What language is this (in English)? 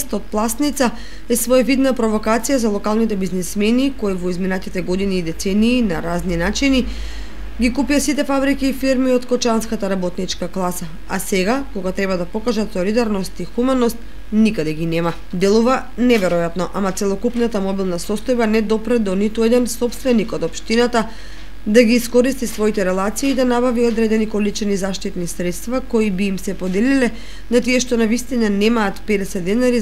Macedonian